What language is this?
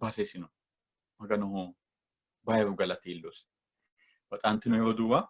Sidamo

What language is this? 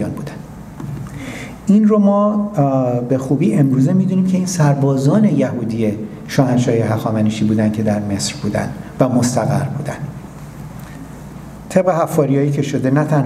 Persian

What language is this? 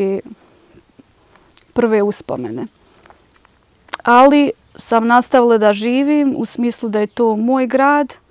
Bosnian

